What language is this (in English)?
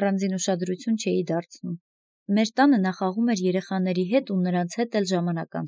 Armenian